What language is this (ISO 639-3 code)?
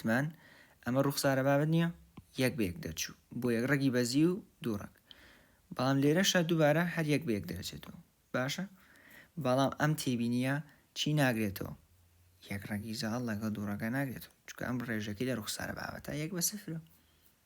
ckb